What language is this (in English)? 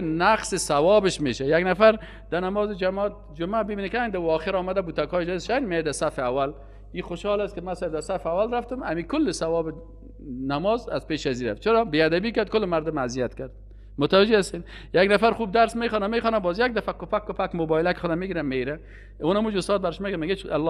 Persian